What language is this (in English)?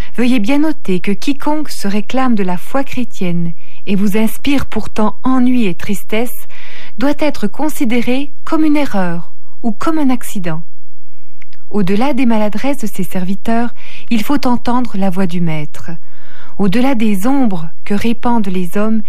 French